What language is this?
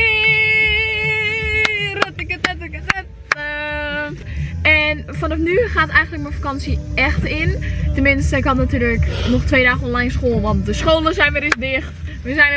Dutch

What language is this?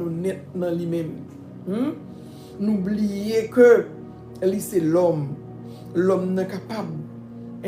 Haitian Creole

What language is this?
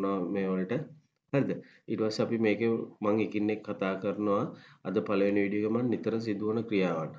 Sinhala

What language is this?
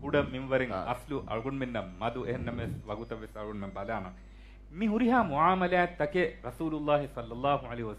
Divehi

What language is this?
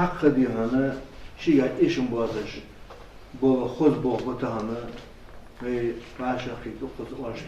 Ingush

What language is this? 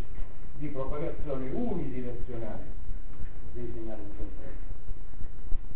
Italian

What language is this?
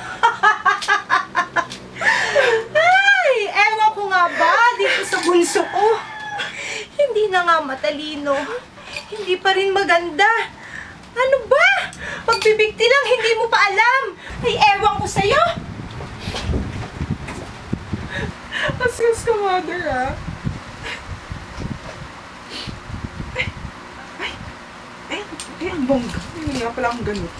Filipino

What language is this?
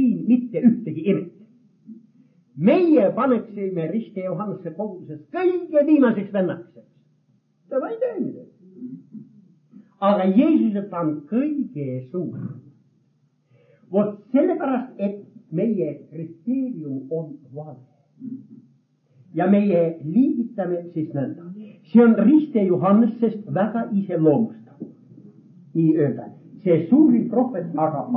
Estonian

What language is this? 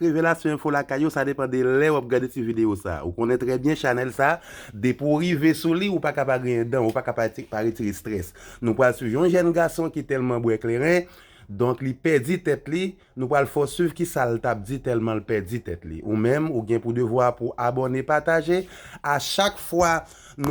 Haitian Creole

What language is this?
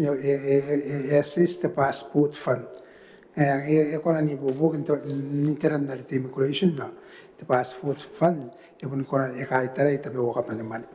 Gilbertese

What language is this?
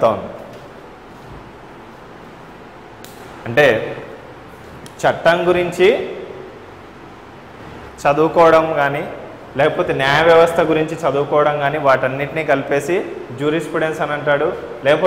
Telugu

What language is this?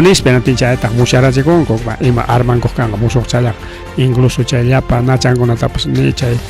Ayacucho Quechua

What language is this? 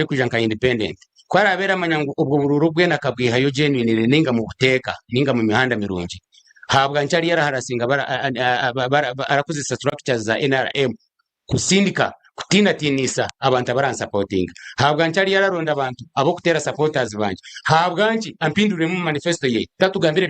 Nyankole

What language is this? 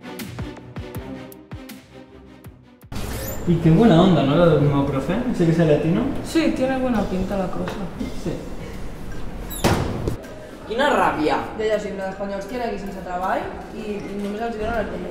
Catalan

